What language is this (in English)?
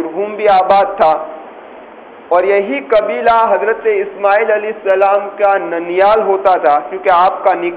Urdu